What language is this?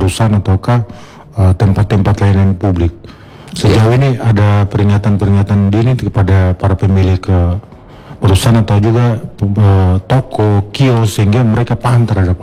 Indonesian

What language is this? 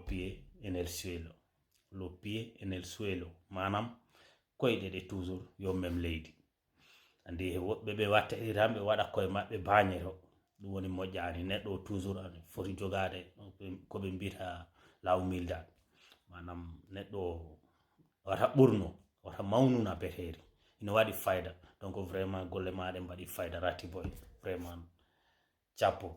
Fula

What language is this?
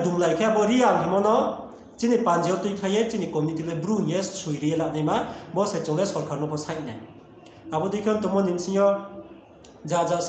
Riang (India)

